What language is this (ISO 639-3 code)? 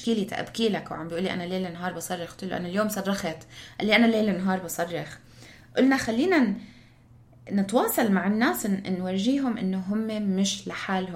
apc